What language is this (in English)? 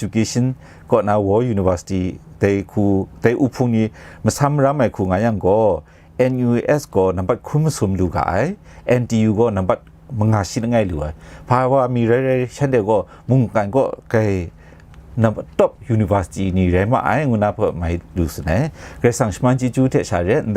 Kachin